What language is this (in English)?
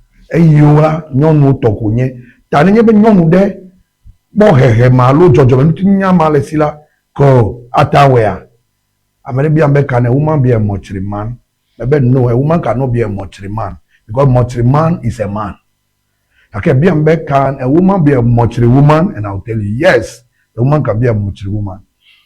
Ewe